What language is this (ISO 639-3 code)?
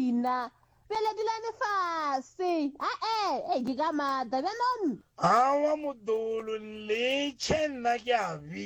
nso